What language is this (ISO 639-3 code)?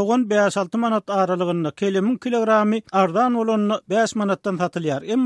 tuk